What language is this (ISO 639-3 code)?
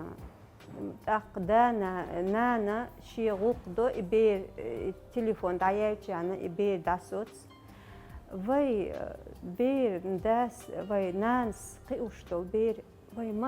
che